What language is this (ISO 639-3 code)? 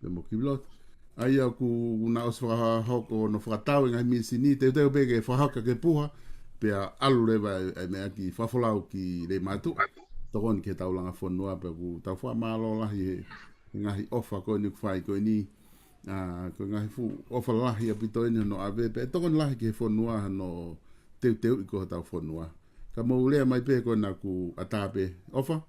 ton